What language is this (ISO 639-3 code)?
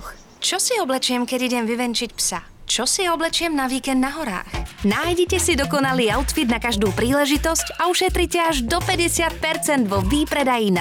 slk